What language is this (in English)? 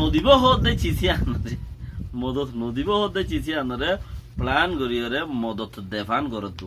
Rohingya